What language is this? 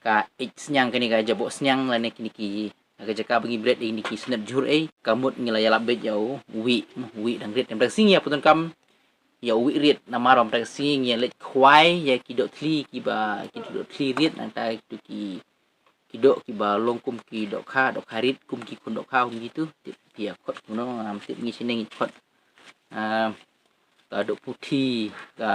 Khasi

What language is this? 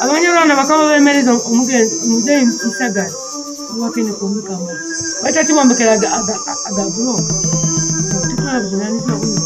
Nyoro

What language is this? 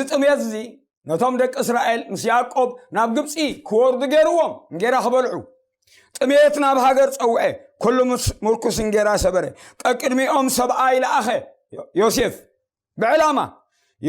Tigrinya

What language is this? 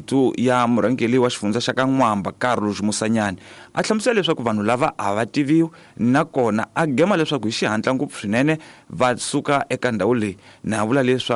Tsonga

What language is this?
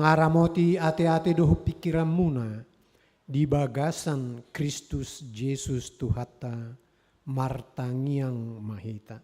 Batak Toba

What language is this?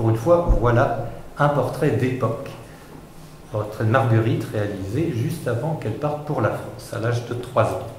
French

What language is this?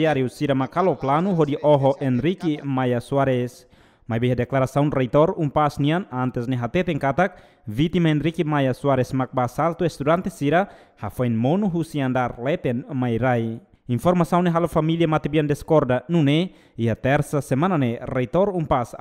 Tetum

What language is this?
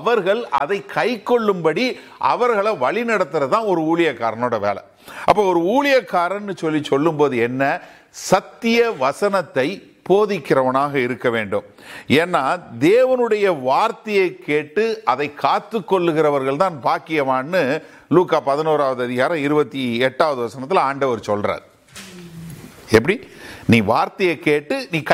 Tamil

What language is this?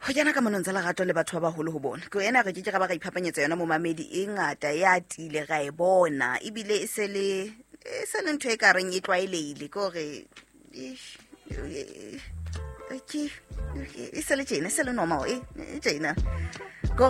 Southern Sotho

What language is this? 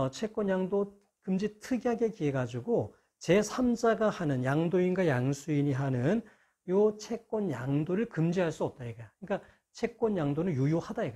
Korean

